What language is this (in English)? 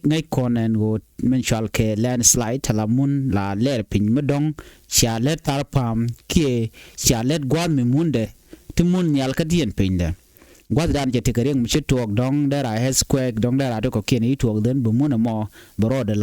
Nuer